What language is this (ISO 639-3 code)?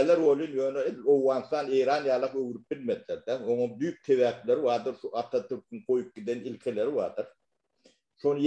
tuk